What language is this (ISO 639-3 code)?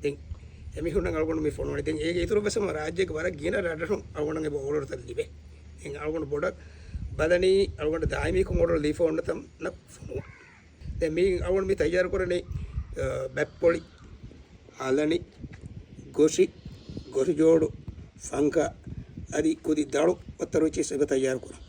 div